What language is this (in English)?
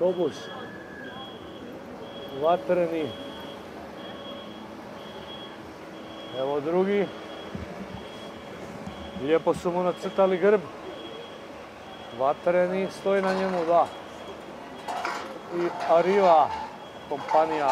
Croatian